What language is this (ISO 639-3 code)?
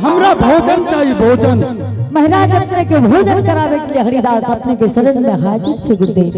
anp